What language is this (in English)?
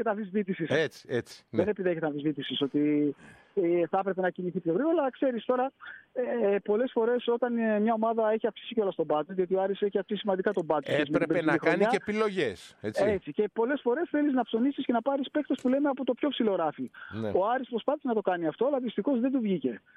Greek